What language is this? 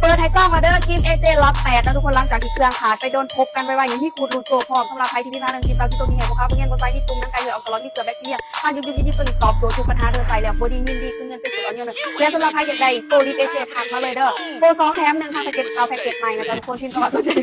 Lao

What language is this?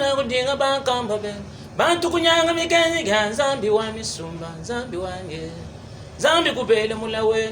Luba-Lulua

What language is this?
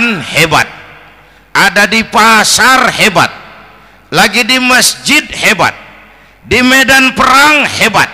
Betawi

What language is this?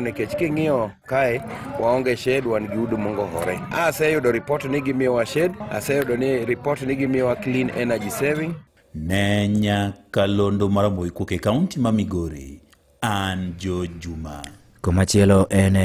Luo (Kenya and Tanzania)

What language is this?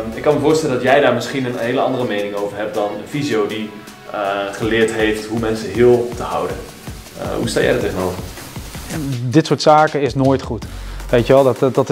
Dutch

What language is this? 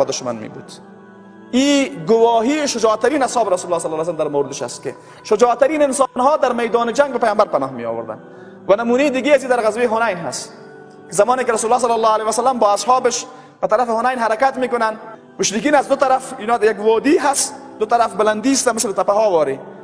Persian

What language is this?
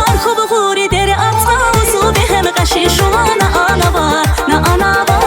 Tabassaran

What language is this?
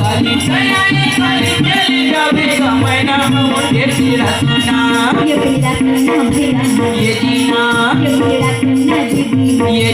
Chhattisgarhi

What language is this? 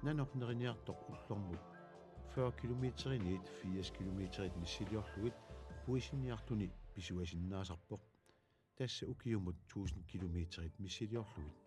Kalaallisut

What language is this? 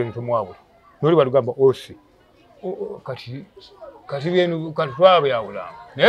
Ganda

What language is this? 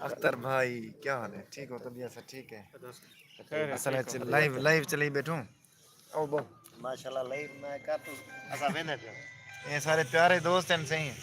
Saraiki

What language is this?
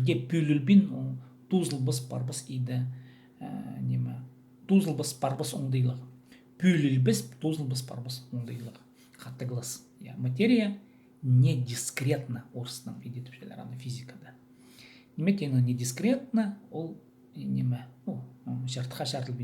Khakas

